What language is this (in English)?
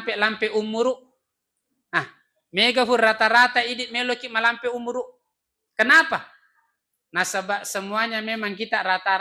Buginese